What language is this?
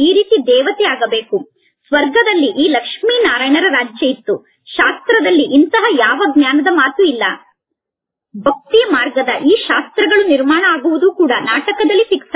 Kannada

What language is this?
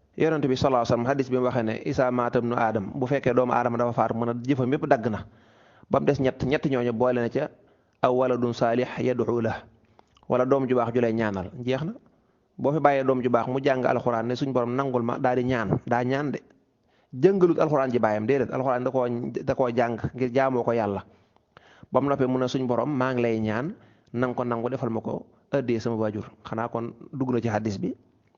Wolof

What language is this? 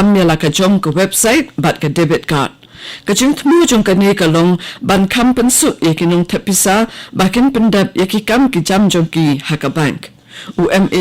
Khasi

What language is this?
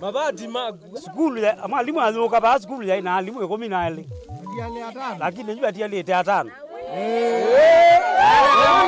Kamba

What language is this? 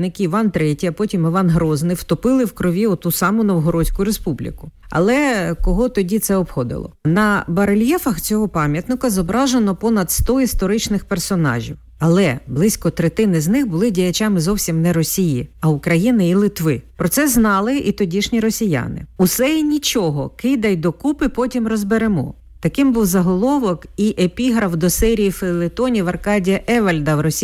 Ukrainian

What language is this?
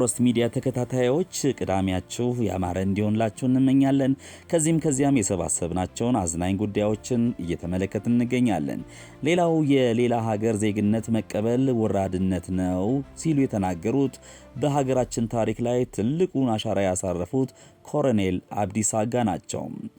Amharic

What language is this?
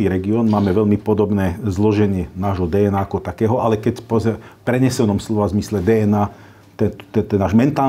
Slovak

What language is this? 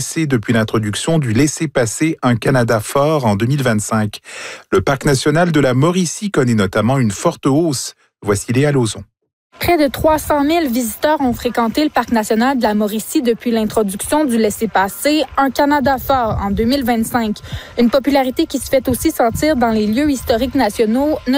French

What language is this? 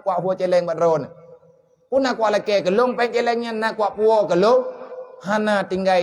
Achinese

